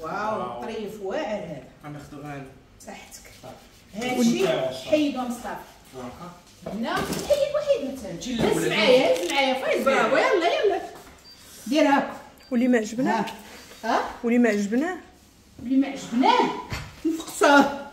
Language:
Moroccan Arabic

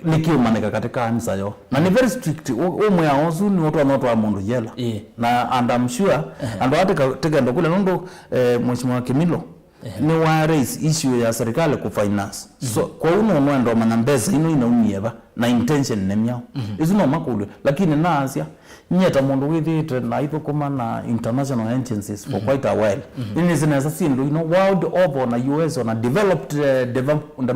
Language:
Kamba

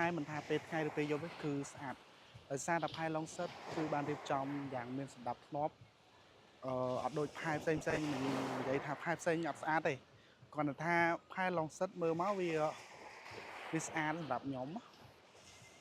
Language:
Khmer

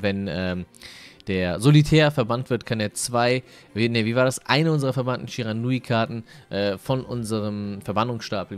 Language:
German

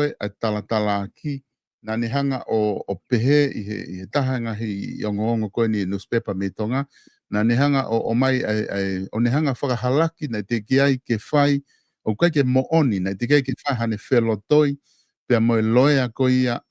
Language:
Tongan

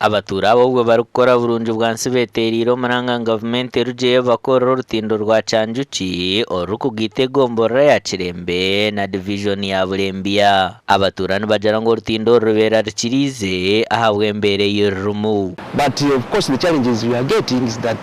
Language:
Nyankole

